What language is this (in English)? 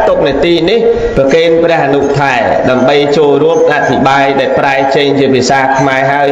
Khmer